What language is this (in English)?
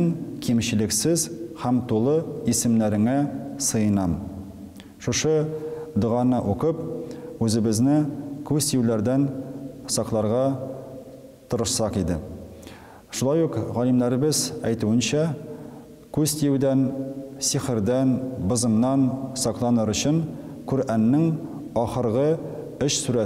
Tatar